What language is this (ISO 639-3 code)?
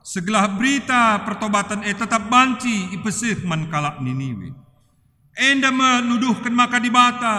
btx